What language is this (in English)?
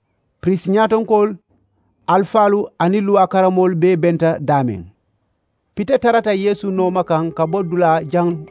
Mandingo